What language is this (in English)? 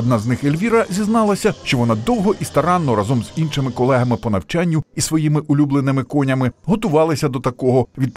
Ukrainian